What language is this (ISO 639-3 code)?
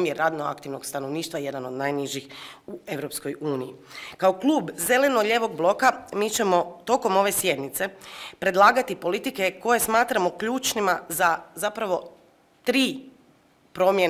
hrv